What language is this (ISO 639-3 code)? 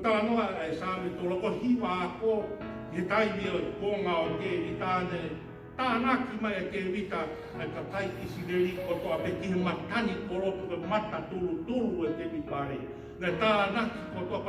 ton